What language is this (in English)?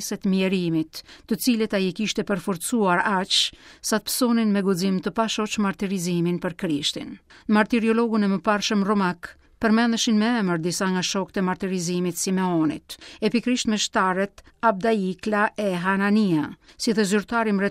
Albanian